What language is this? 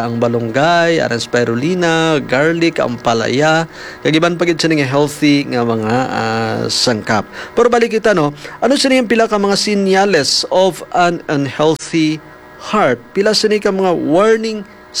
Hiligaynon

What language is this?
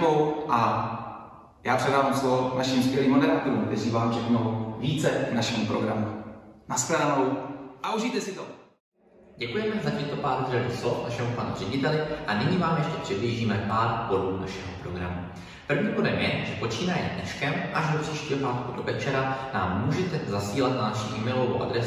Czech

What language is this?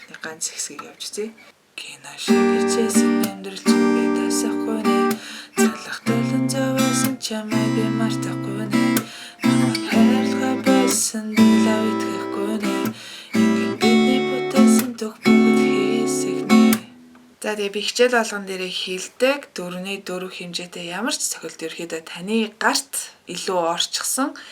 Mongolian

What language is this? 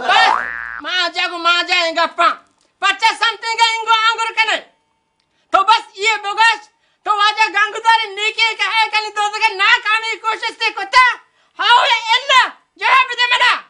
Baluchi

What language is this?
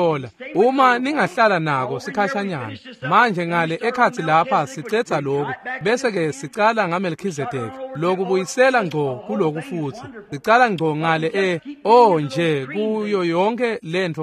Swati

